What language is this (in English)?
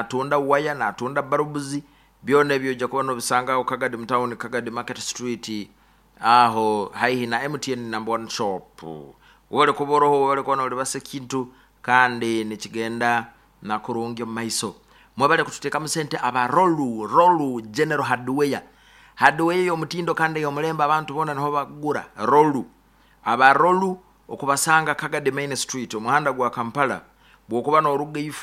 Nyoro